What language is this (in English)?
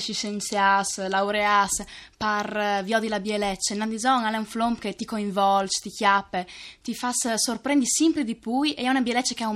Friulian